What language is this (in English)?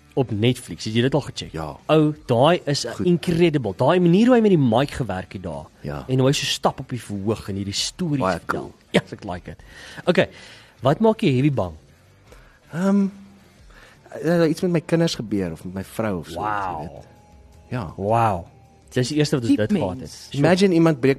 Afrikaans